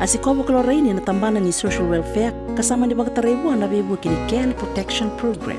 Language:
Fijian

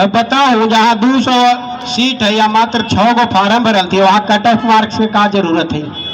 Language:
Magahi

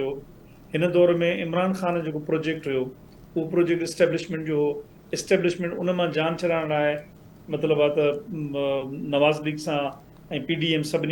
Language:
Sindhi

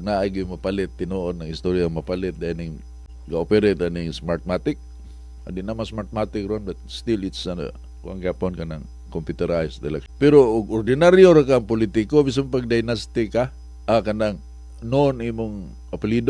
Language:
Cebuano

